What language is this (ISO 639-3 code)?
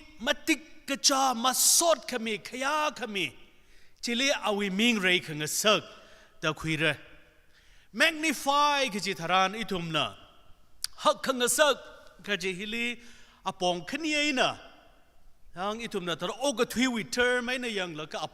nmf